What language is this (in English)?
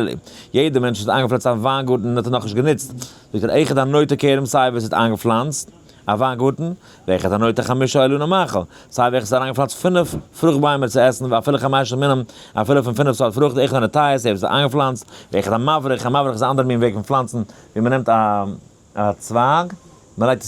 Yiddish